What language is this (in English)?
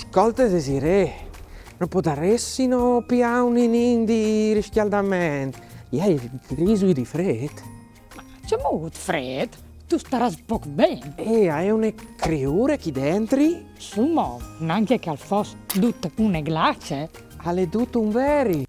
Friulian